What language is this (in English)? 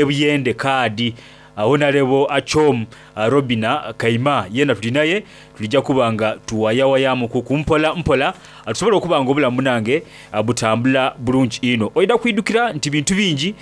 Soga